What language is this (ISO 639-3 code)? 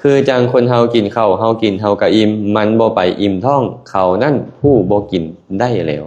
lao